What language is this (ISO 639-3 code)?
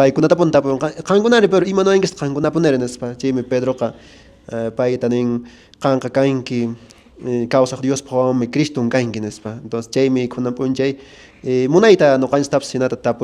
que